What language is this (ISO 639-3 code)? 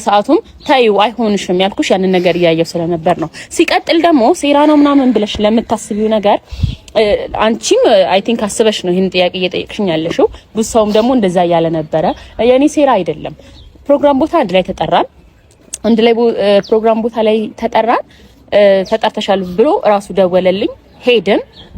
amh